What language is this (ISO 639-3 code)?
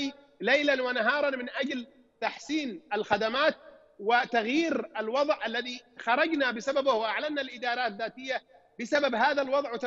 ara